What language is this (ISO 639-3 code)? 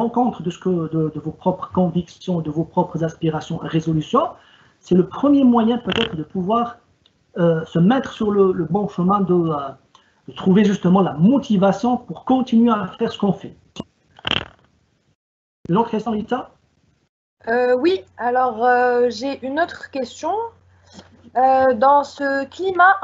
fra